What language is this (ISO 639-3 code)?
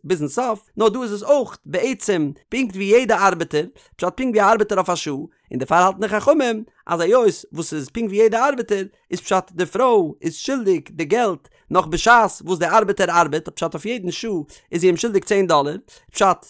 yid